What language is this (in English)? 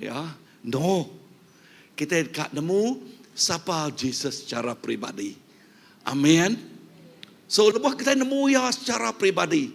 Iban